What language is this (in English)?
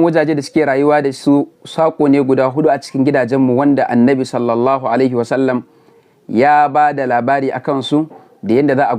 Hausa